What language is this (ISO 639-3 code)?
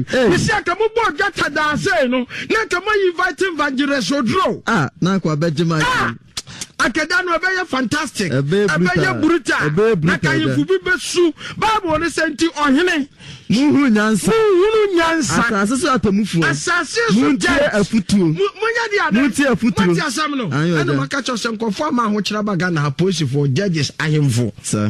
aka